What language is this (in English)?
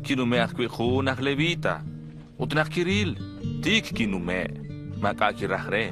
Kekchí